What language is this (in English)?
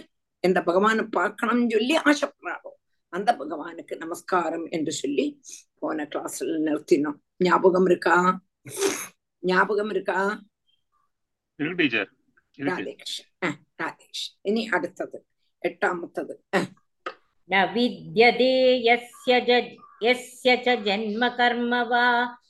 Tamil